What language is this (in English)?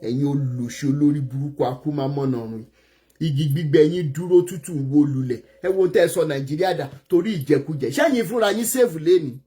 Yoruba